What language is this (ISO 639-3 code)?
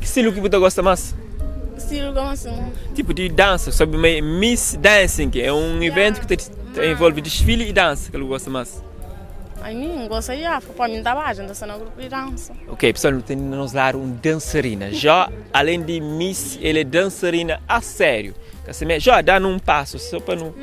kea